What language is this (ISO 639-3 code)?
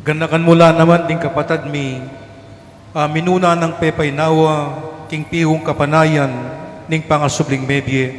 pam